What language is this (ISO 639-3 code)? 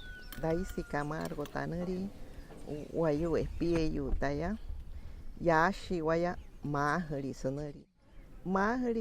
guc